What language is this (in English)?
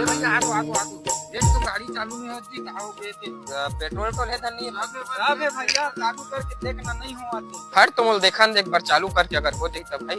Chhattisgarhi